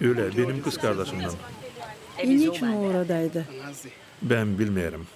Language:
Gagauz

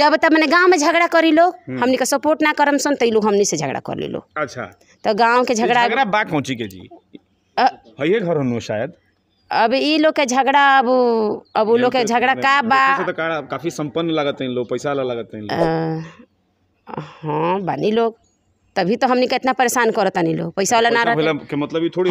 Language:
Bhojpuri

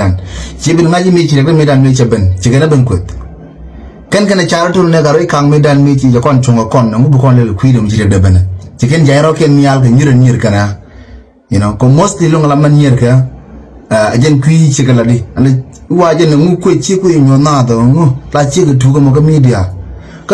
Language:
Nuer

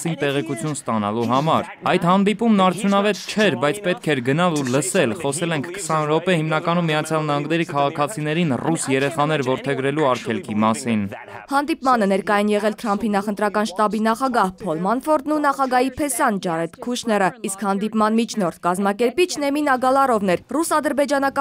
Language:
Armenian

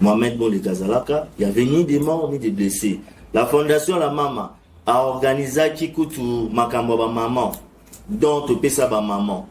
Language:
Lingala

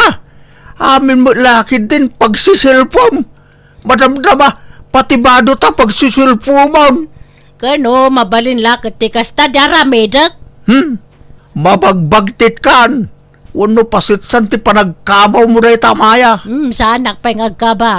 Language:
Iloko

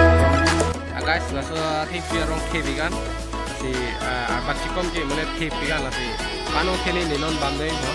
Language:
Karbi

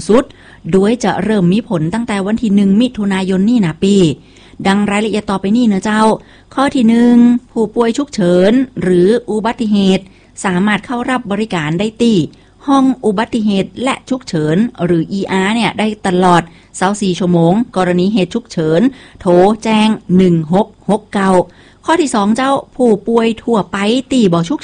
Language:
Thai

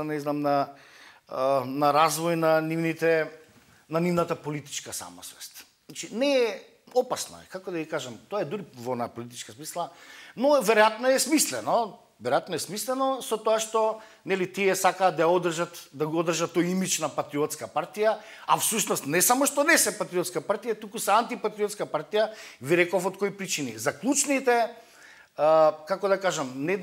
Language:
Macedonian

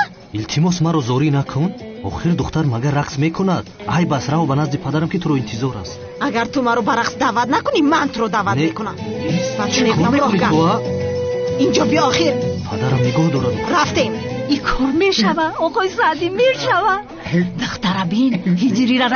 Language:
Tajik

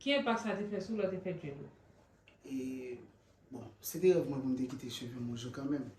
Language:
Haitian Creole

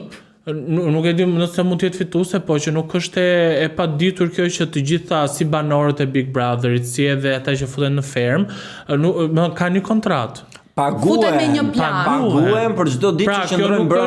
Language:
Albanian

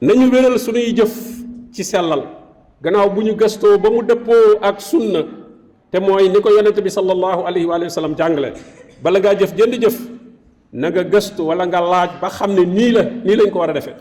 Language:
Wolof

